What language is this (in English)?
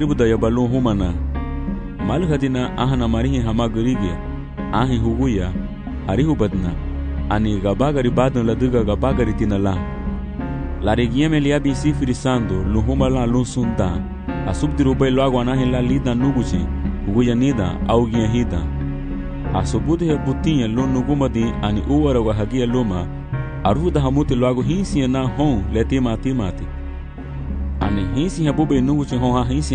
Garifuna